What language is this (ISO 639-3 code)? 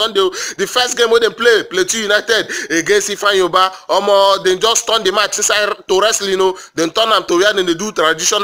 pcm